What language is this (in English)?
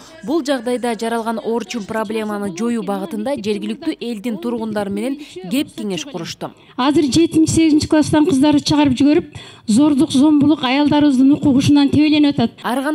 Kyrgyz